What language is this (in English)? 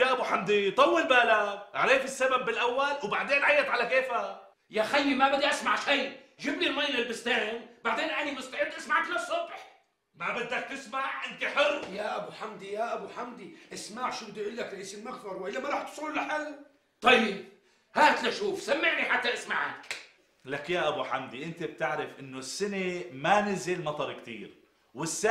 North Levantine Arabic